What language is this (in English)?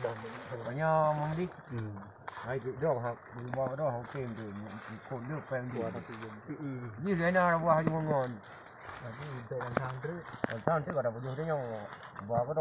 Achinese